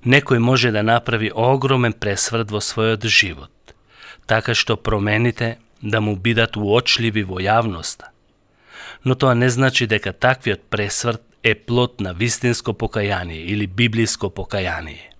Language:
Macedonian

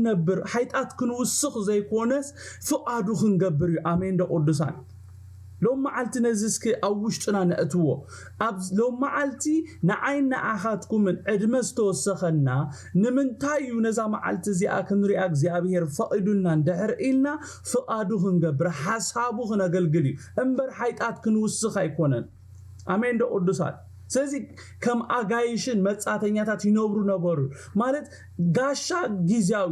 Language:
Tigrinya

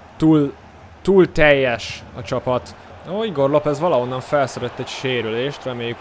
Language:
Hungarian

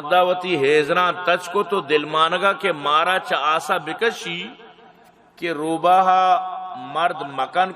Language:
Baluchi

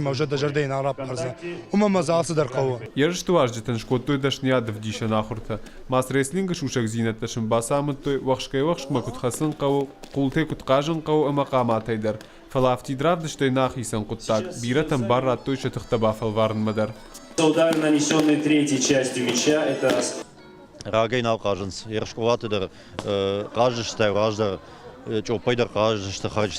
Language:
Ossetic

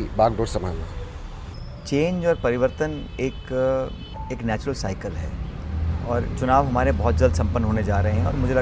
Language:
Hindi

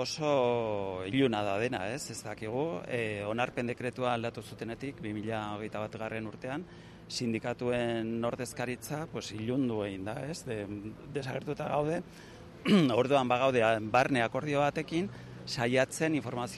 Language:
Basque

